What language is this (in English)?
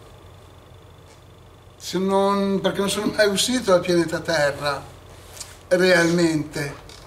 Italian